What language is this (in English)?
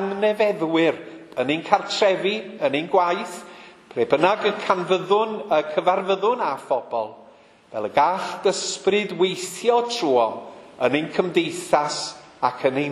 Welsh